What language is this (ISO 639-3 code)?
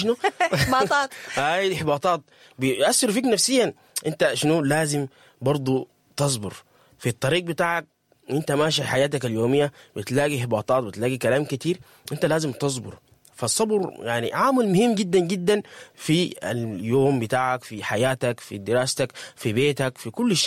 apd